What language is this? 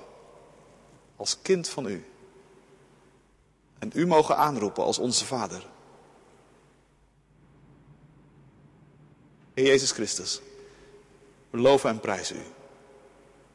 Dutch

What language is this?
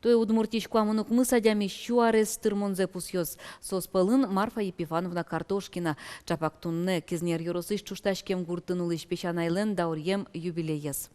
Udmurt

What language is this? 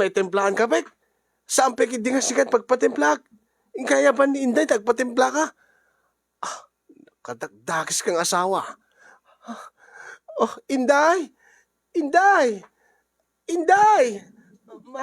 Iloko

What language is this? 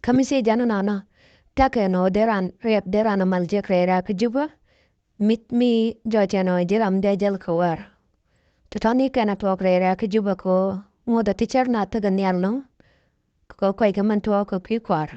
Nuer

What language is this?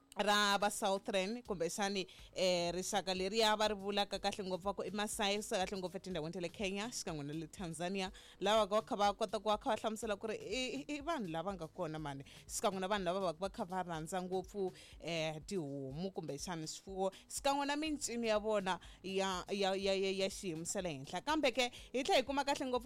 Tsonga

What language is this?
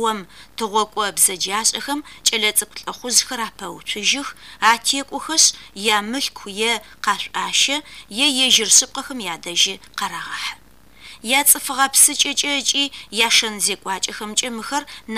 Adyghe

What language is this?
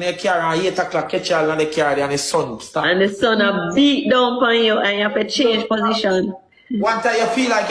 Jamaican Creole English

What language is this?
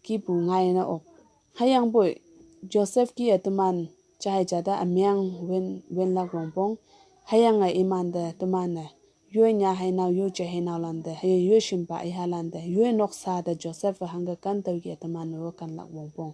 Konyak Naga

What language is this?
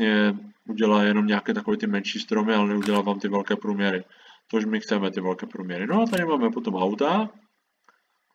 Czech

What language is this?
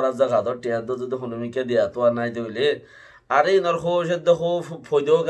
Rohingya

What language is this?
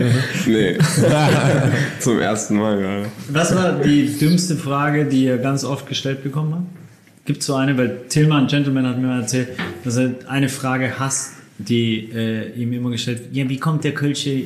German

